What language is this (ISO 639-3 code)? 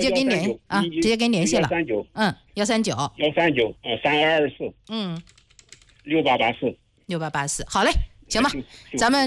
zho